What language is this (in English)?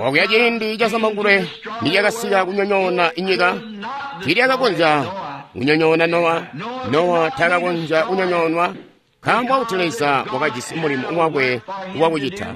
Tonga (Zambia)